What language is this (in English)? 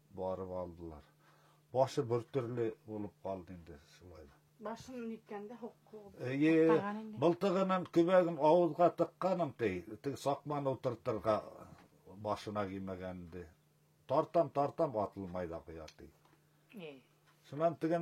Bashkir